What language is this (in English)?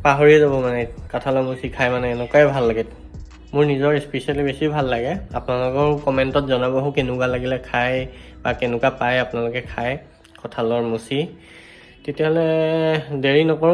Assamese